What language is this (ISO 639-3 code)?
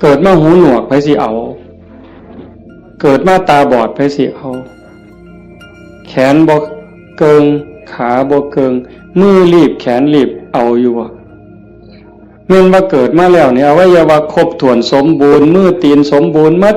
tts